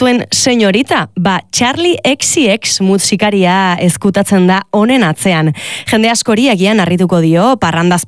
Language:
Basque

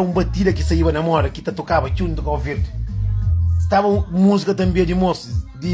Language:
Kabuverdianu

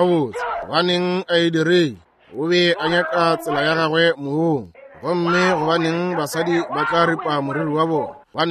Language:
Northern Sotho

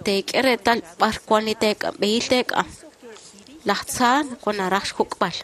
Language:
Kekchí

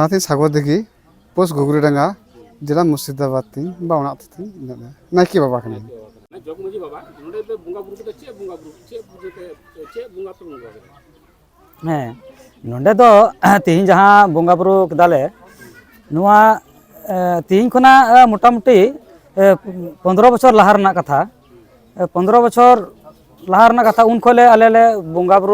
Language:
Santali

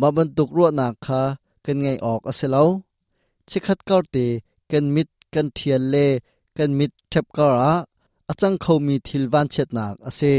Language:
Hakha Chin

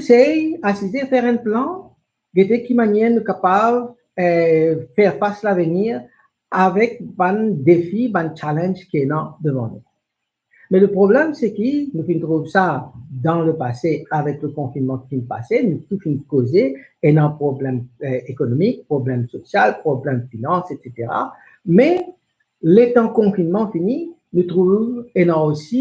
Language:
Morisyen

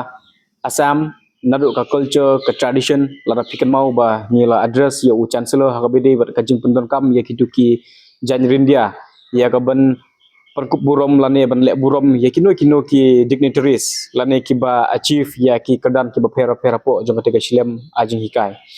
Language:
Khasi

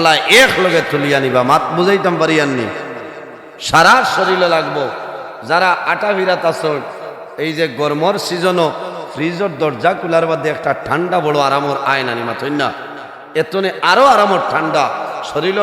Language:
Sylheti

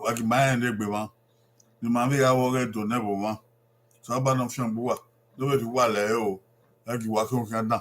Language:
Bini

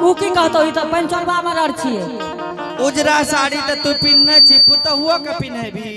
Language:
Angika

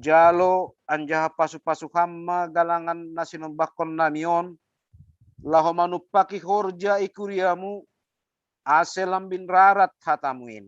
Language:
Batak Simalungun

